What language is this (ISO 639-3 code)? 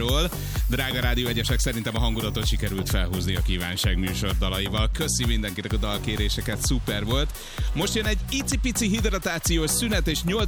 hun